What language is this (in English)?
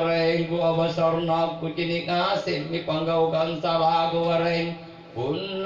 Makasar